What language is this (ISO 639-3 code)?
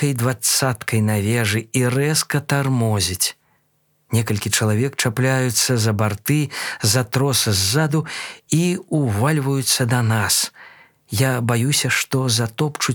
bel